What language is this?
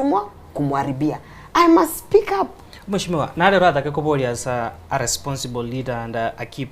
Gusii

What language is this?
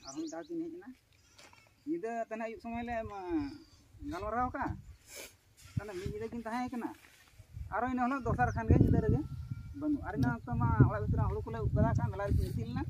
Santali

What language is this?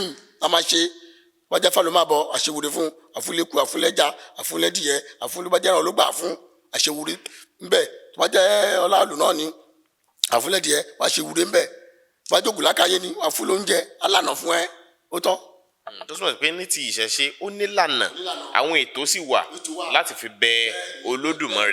Yoruba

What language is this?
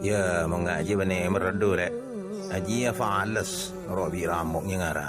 Madurese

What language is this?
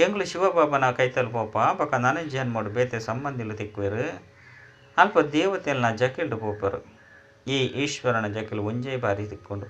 Tulu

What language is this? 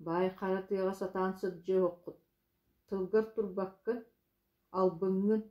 Yakut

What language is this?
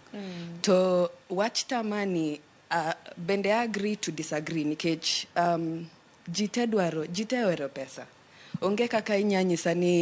Luo (Kenya and Tanzania)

